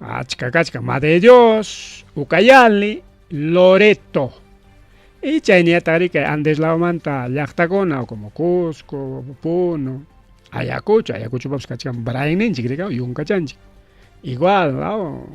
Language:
Ayacucho Quechua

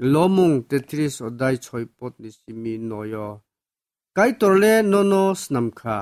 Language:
Kok Borok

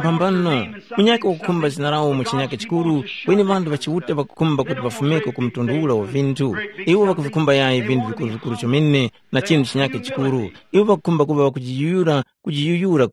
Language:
Tumbuka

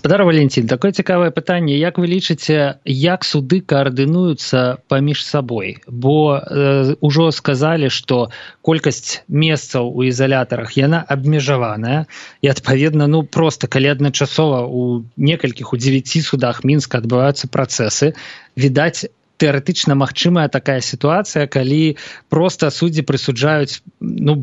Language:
Belarusian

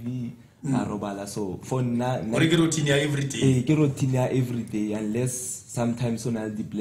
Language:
Tswana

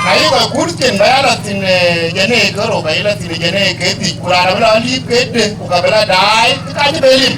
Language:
Dinka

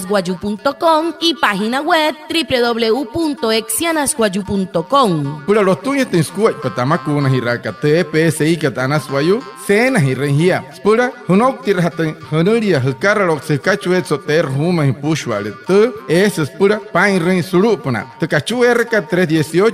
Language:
Wayuu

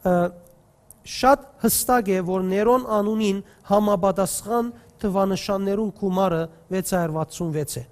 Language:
Western Armenian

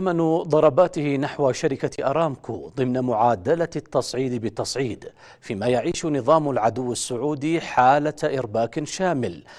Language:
Arabic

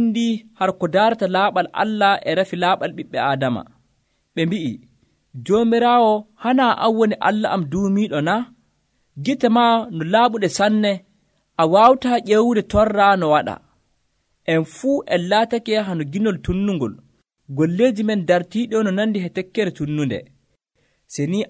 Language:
Nigerian Fulfulde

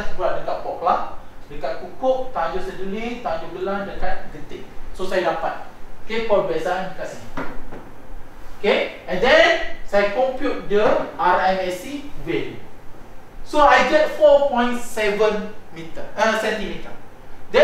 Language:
Malay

